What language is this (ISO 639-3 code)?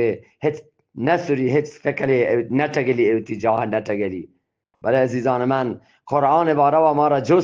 bgp